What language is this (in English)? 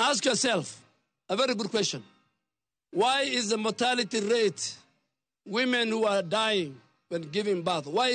Luo (Kenya and Tanzania)